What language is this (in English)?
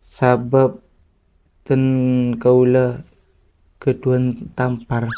Madurese